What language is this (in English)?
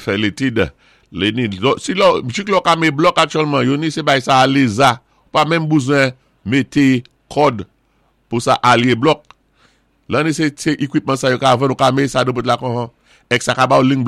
Saint Lucian Creole French